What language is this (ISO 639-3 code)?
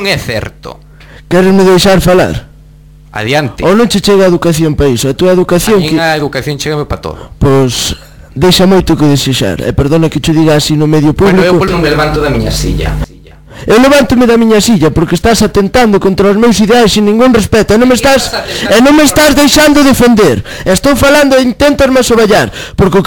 glg